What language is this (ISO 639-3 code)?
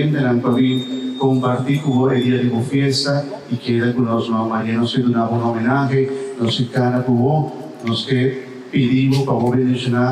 pap